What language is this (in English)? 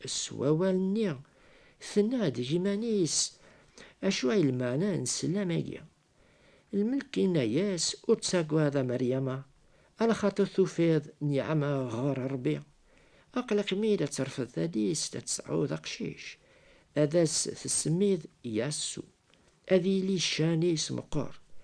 Kabyle